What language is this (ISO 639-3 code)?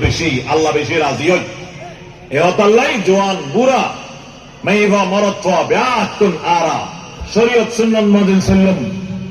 rhg